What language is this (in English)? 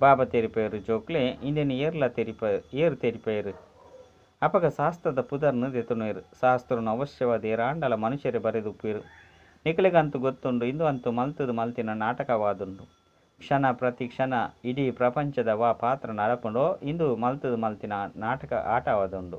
Tulu